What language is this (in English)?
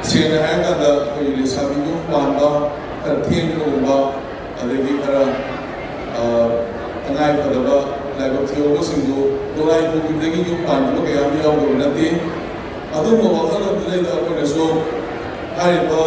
Manipuri